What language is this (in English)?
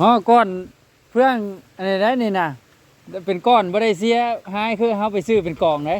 Northeastern Thai